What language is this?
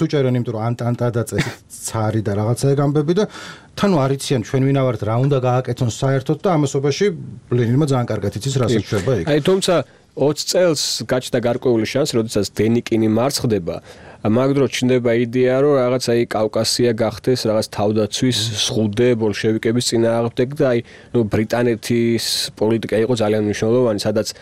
Georgian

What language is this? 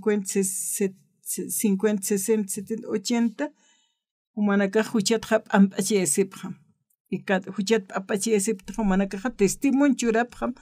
Aymara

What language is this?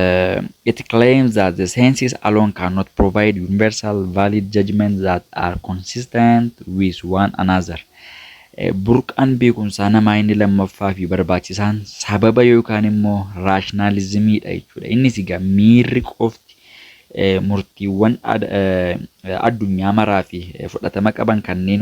Oromo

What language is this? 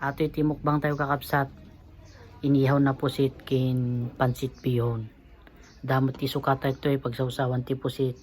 Iloko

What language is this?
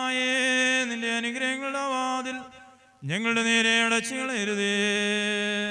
Malayalam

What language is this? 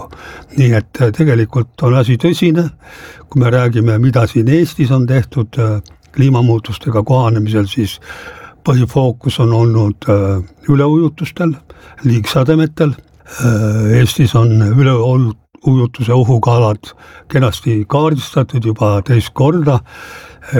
Estonian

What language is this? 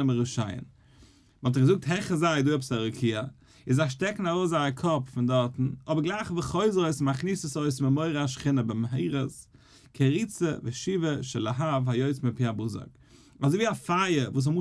Yiddish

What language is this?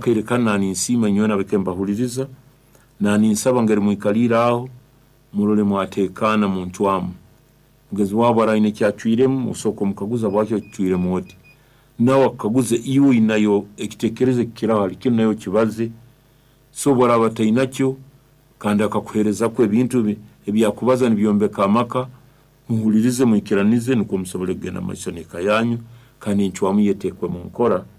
Nyankole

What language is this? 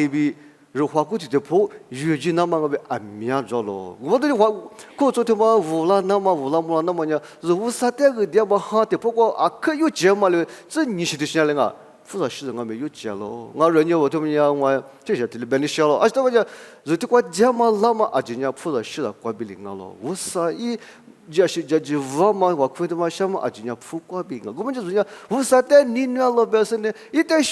Lisu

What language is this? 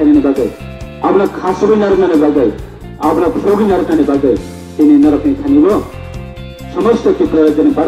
Kok Borok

